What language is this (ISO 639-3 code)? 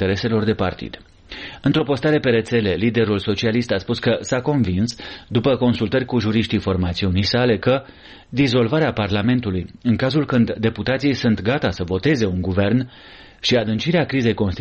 ron